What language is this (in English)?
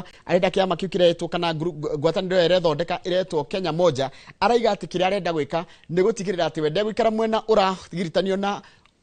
Kikuyu